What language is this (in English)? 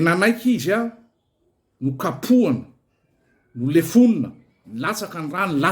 Malagasy